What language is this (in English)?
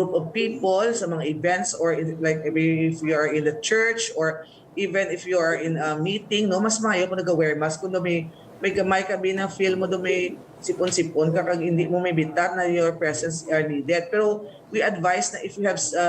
Hiligaynon